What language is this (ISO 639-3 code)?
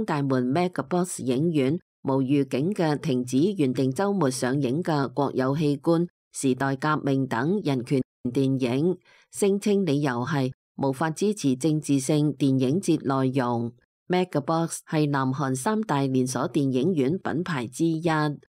yue